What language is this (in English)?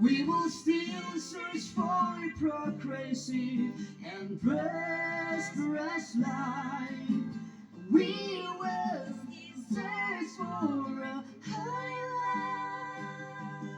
Yimchungru Naga